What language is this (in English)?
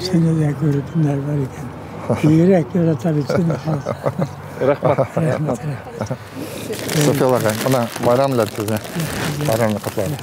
Bashkir